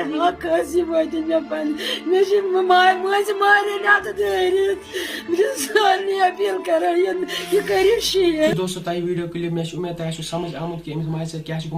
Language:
Kashmiri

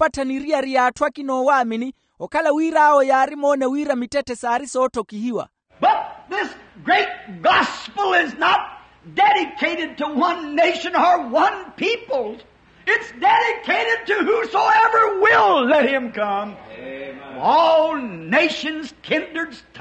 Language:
Makhuwa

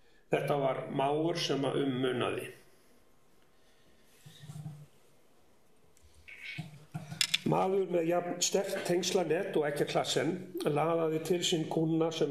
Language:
Icelandic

